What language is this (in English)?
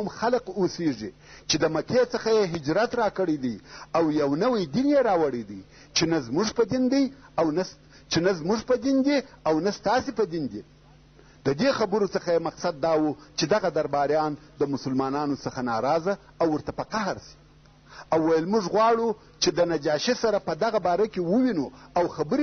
Pashto